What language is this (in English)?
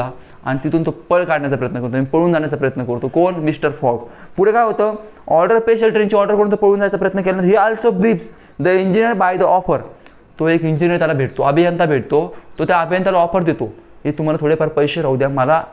Marathi